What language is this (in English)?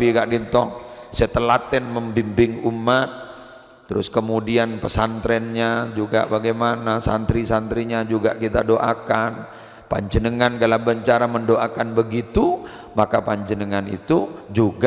Madurese